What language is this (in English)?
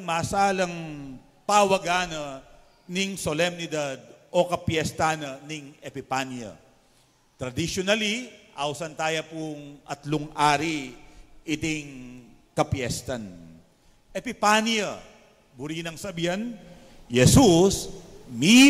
Pampanga